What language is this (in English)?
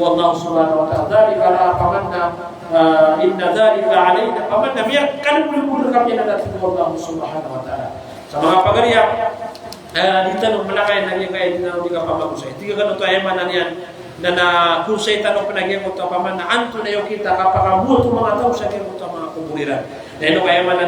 Maranao